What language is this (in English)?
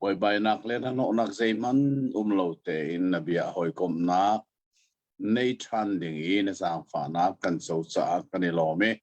Hakha Chin